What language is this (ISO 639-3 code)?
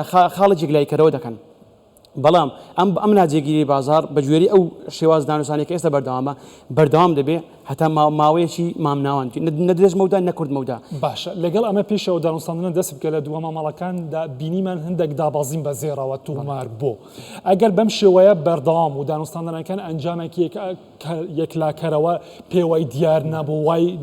ckb